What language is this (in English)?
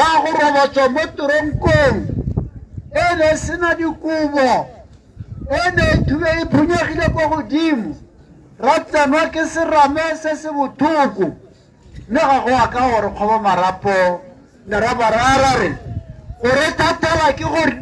Tswana